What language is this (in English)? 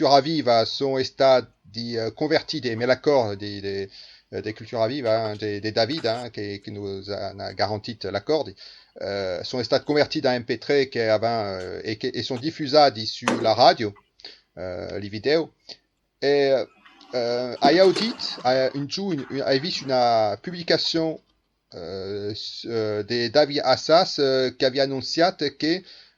Occitan